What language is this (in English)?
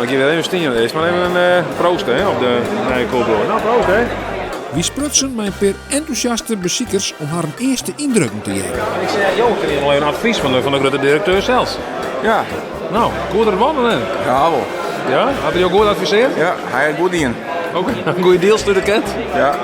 Western Frisian